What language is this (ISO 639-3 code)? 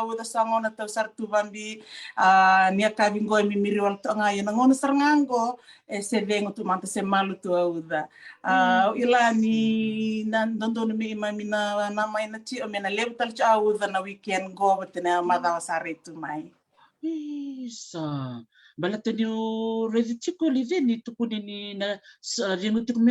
fij